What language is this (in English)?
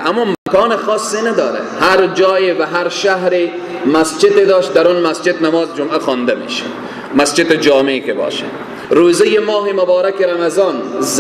Persian